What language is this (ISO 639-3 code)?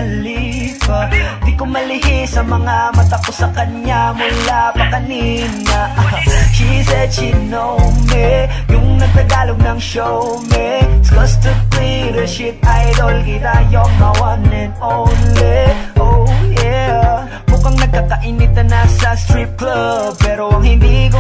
fil